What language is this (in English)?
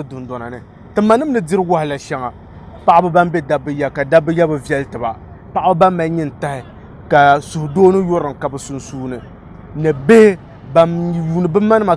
Dagbani